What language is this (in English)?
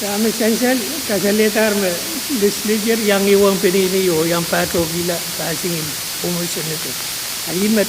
Pohnpeian